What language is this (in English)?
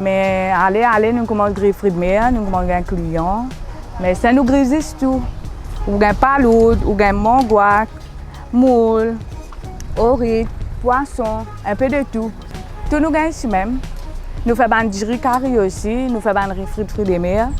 Morisyen